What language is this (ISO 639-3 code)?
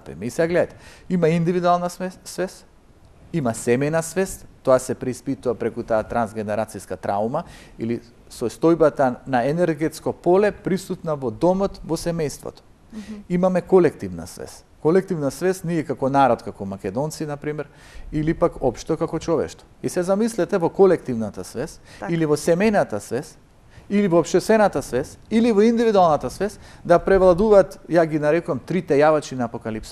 mkd